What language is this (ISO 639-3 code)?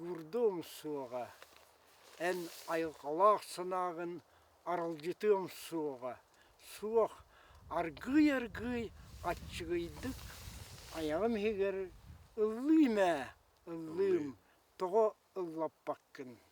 sah